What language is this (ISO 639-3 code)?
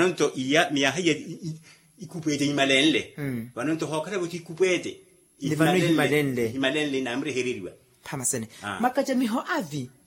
vmw